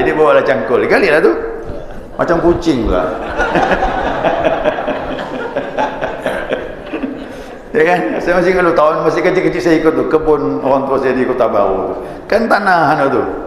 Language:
Malay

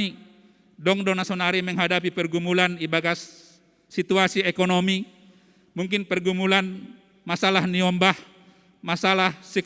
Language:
Batak Simalungun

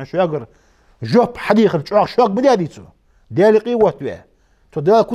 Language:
Ingush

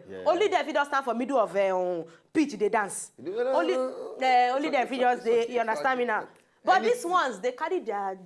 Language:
Nigerian Pidgin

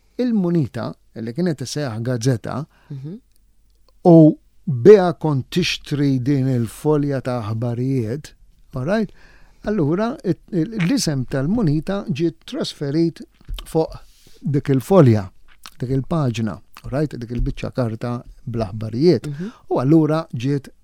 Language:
Maltese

